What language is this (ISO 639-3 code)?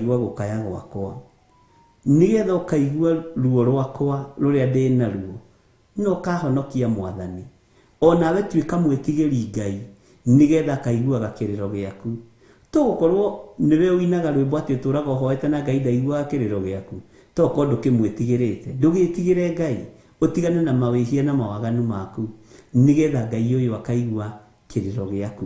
kik